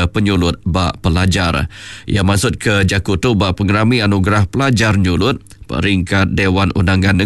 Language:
Iban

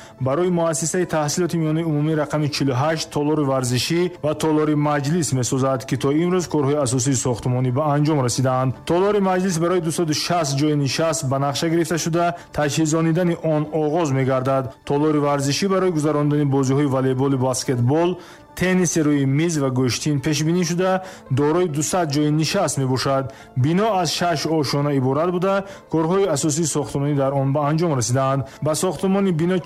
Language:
Tajik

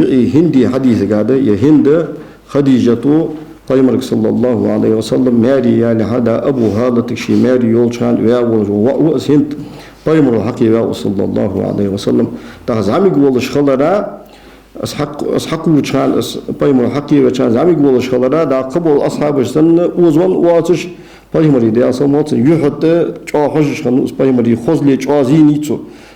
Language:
Ingush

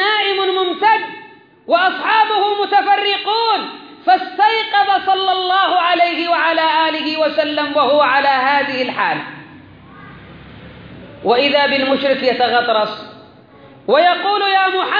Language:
Arabic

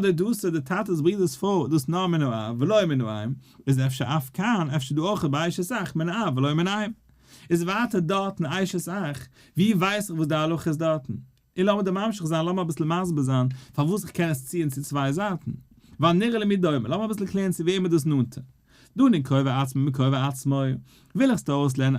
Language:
Yiddish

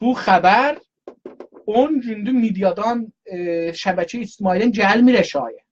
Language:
South Azerbaijani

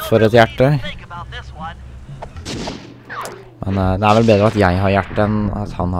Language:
Norwegian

